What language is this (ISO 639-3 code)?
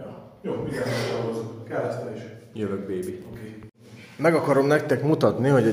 hun